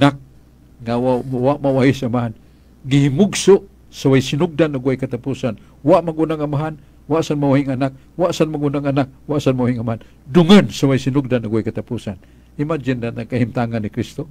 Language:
Cebuano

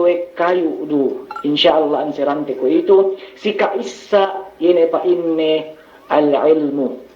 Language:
Yakan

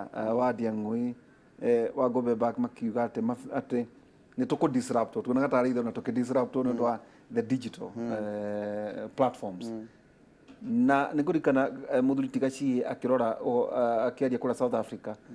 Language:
Kikuyu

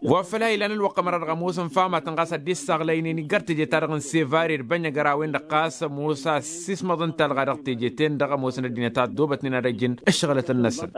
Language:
Tamasheq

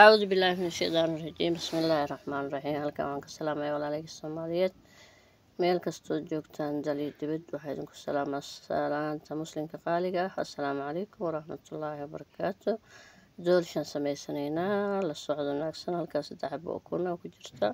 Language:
Somali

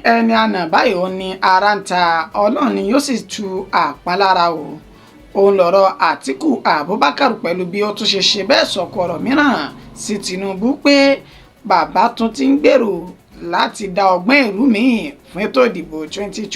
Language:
Yoruba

